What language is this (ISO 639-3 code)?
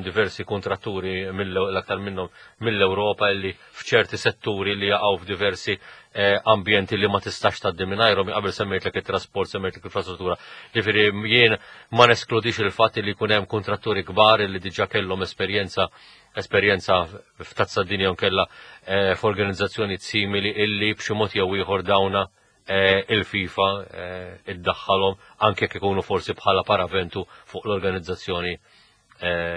mlt